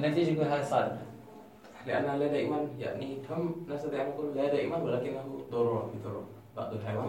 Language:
Mesopotamian Arabic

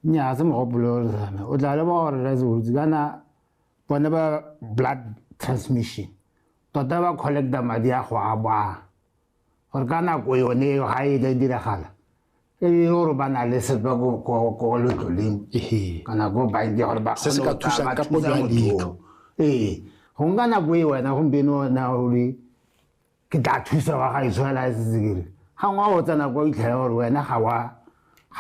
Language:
Tswana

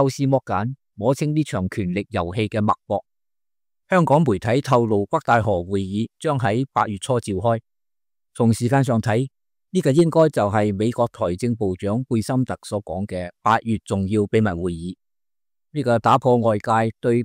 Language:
Cantonese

